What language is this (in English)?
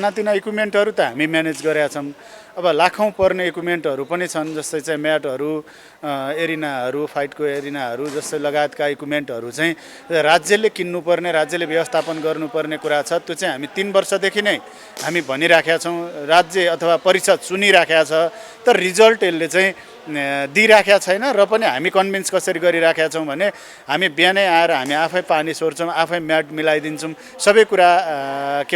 Nepali